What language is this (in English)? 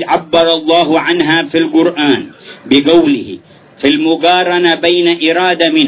Arabic